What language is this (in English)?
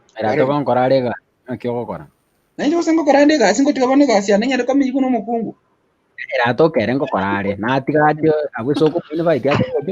Gusii